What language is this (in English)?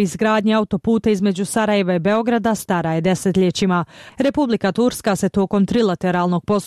Bosnian